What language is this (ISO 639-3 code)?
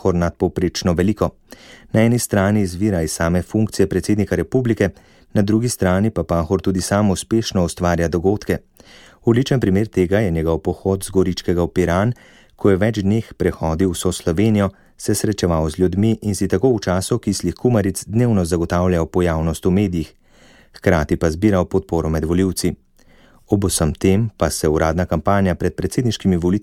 slv